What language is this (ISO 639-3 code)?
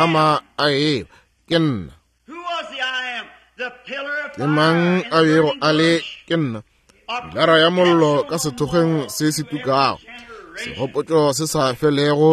nso